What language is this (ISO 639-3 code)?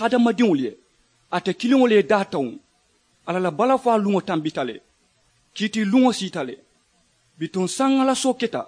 man